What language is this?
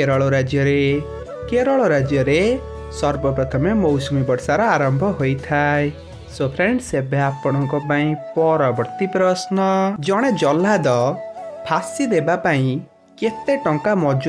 Odia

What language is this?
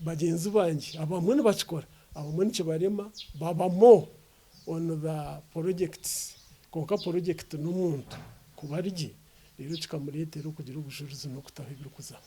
Nyankole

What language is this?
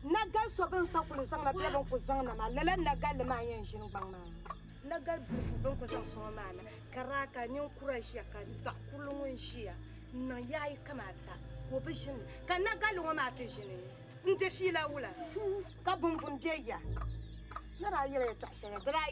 Dagbani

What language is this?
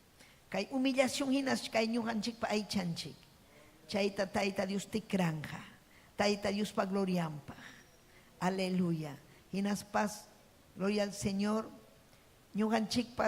Ayacucho Quechua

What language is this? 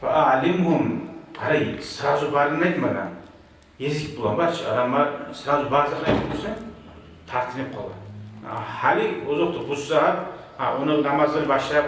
Kumyk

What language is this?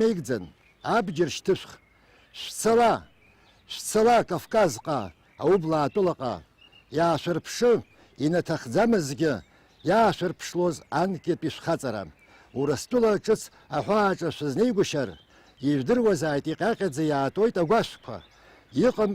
Abkhazian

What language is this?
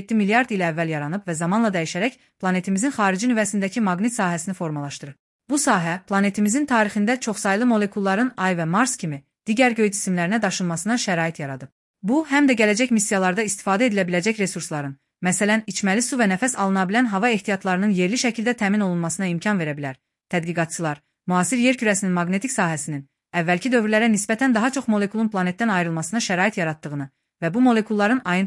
Azerbaijani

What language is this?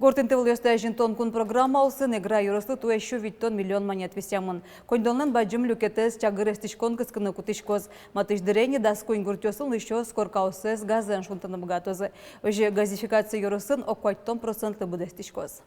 Udmurt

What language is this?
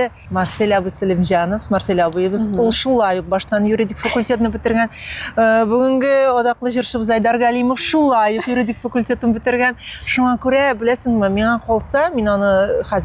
Tatar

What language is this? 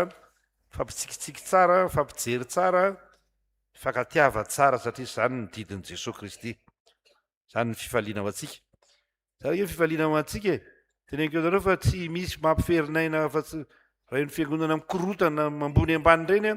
Malagasy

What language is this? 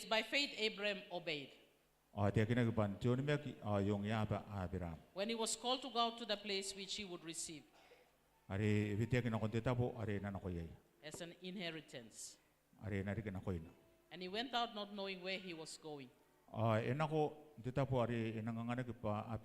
Gilbertese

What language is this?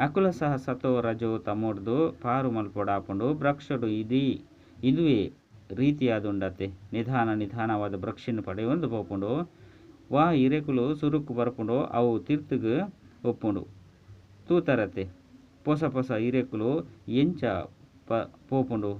Tulu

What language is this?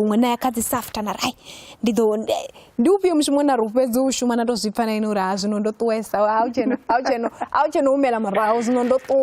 Venda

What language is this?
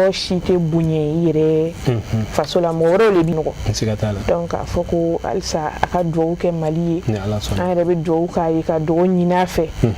Bambara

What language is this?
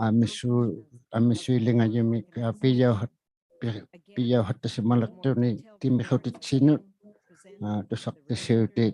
Inuktitut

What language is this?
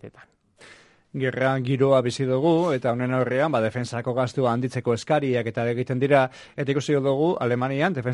Basque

